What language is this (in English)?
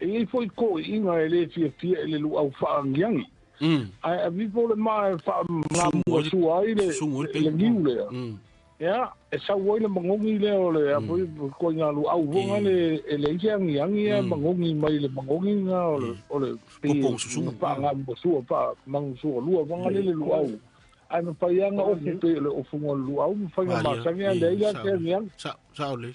Samoan